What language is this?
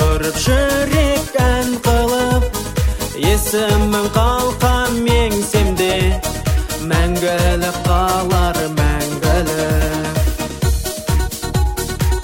Kazakh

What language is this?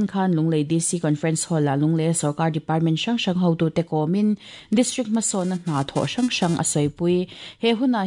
Mizo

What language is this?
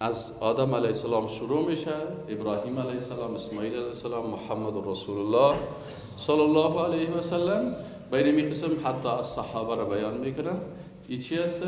Persian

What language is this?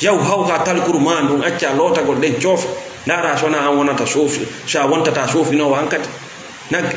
Fula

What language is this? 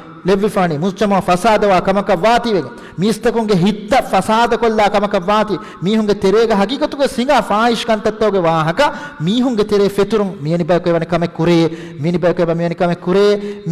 Divehi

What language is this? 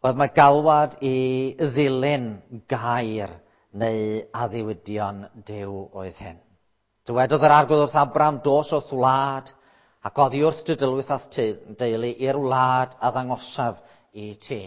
Welsh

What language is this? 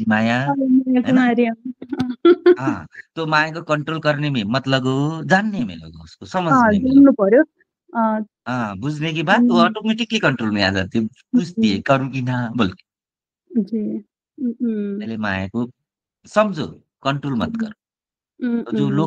Nepali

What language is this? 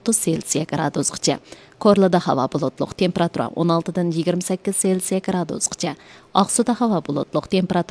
Uyghur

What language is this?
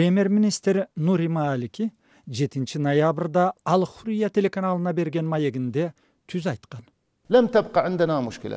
Kyrgyz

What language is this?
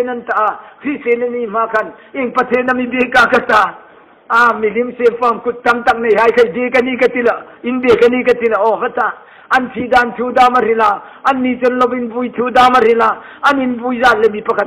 Hmar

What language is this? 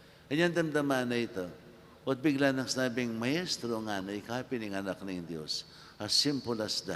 Pampanga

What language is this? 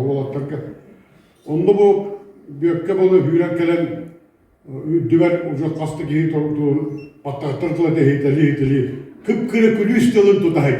Yakut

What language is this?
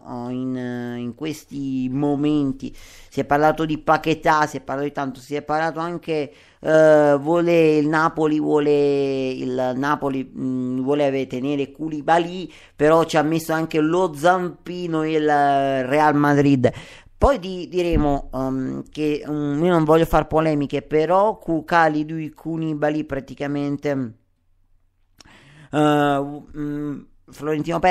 Italian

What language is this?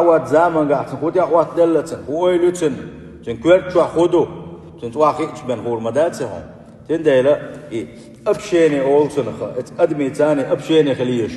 Chechen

